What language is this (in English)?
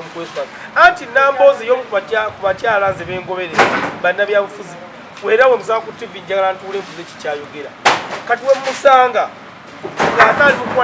Ganda